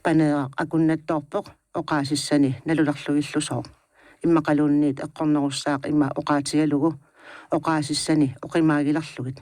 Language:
Kalaallisut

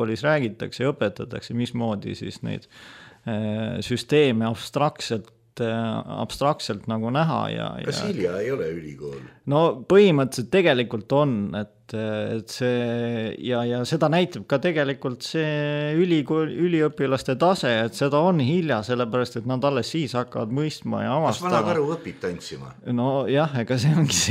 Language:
Estonian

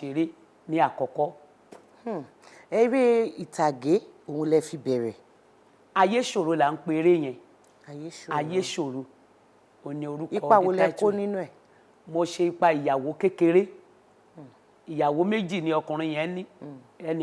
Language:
Yoruba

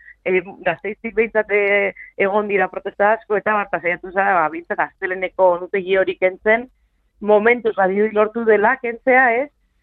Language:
Basque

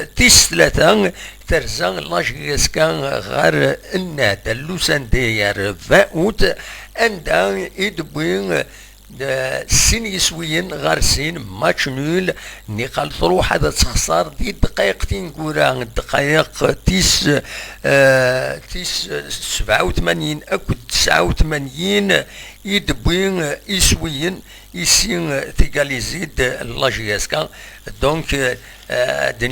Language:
Kabyle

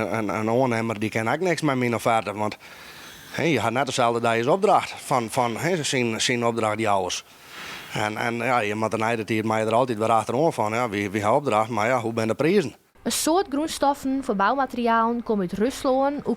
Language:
Western Frisian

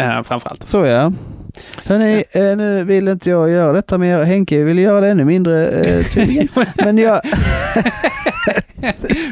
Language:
Swedish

